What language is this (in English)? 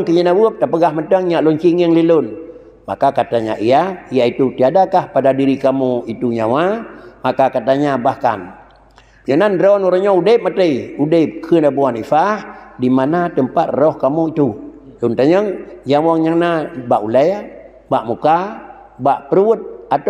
Achinese